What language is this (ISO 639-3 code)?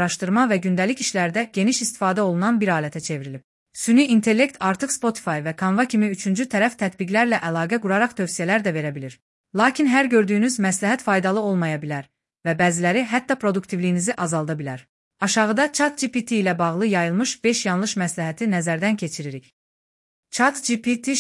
aze